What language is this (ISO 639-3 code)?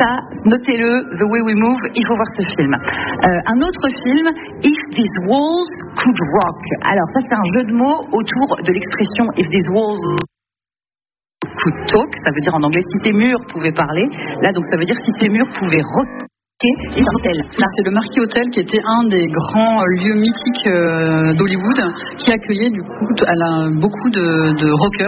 fra